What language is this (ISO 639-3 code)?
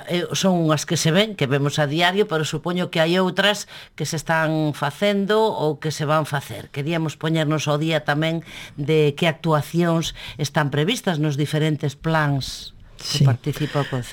glg